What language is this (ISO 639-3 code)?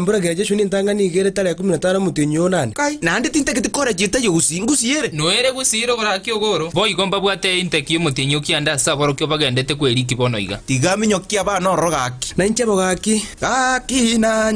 guz